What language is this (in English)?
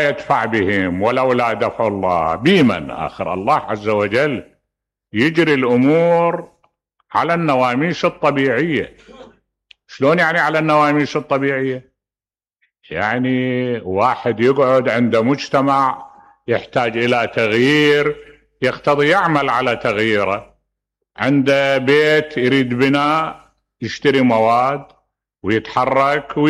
Mesopotamian Arabic